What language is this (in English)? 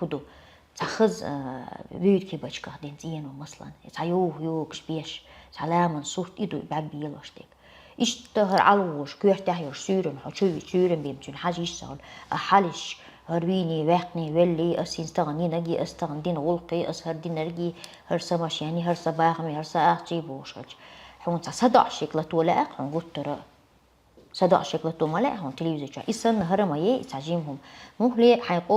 Chechen